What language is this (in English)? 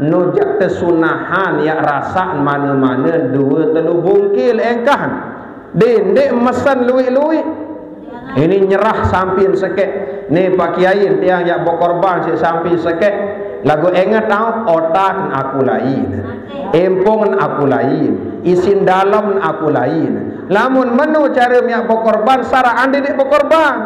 Sasak